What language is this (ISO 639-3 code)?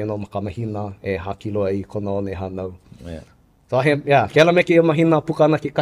haw